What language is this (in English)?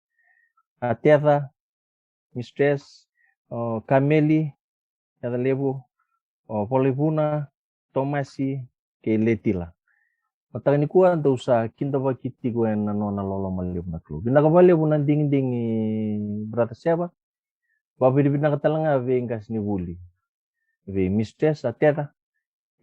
Fijian